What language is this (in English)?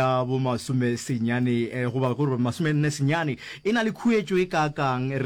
Northern Sotho